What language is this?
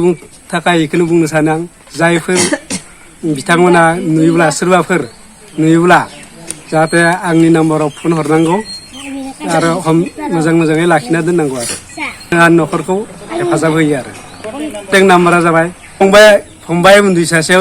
Bodo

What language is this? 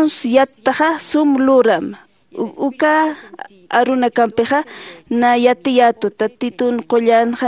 Aymara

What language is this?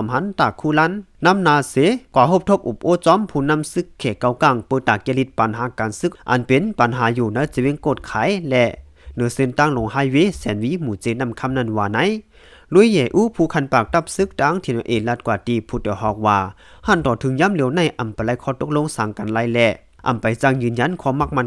Shan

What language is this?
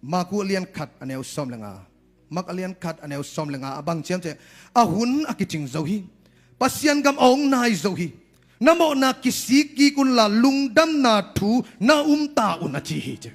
Tedim Chin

